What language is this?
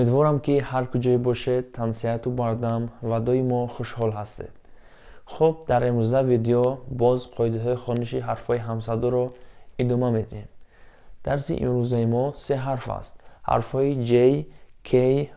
Tajik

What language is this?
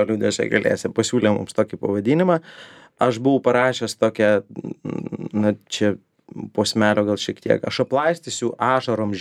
Lithuanian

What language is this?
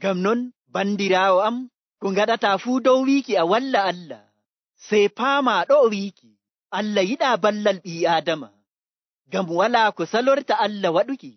Nigerian Fulfulde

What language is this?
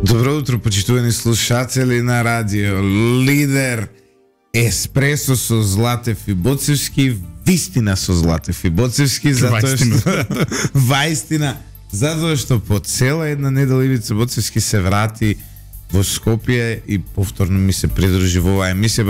Macedonian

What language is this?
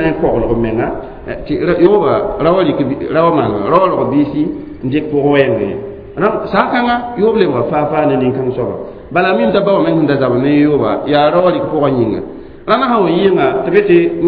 Mossi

